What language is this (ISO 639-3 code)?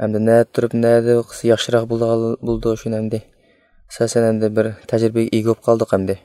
uig